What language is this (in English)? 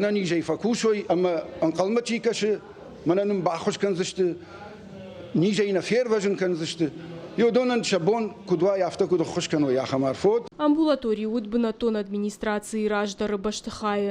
Ossetic